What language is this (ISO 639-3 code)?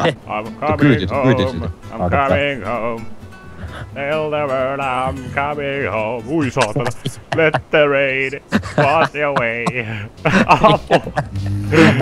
fin